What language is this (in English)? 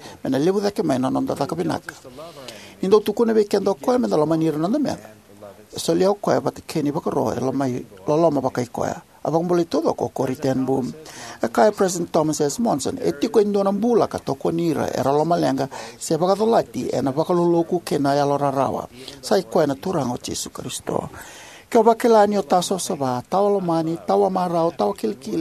Fijian